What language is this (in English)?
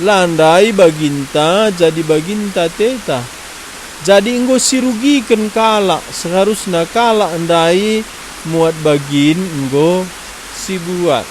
Batak Karo